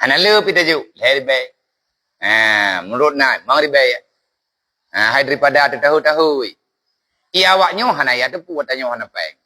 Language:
Achinese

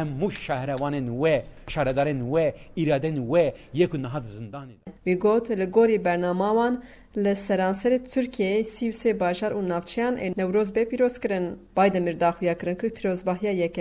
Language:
Kurdish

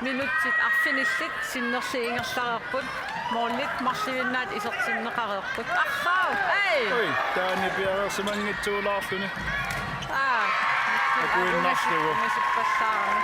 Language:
Kalaallisut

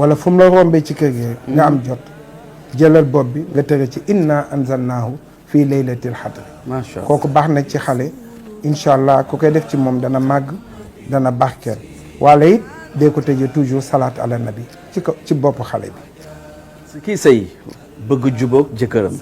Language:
Wolof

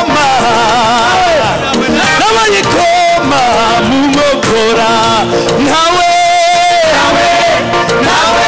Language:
Kinyarwanda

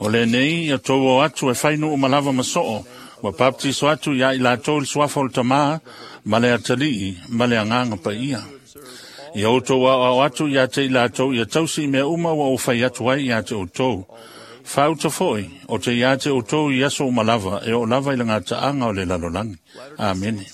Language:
Samoan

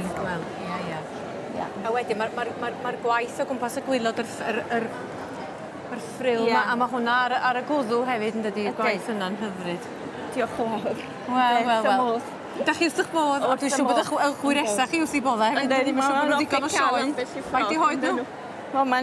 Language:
Welsh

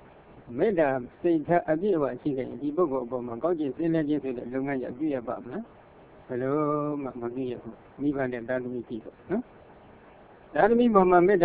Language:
Burmese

